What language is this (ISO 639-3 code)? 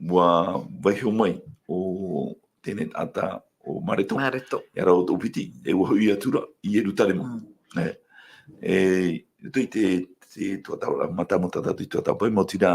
tah